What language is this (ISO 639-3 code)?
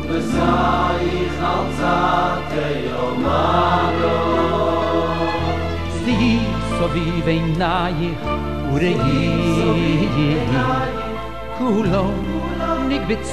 heb